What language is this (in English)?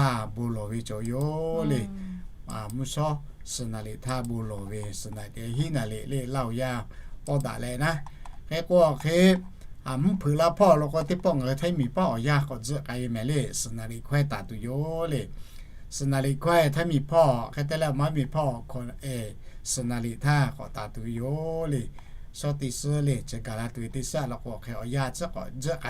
Lahu